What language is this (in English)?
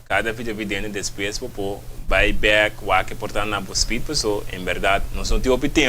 Papiamento